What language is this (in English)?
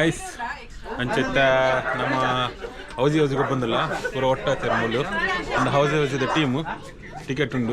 Tulu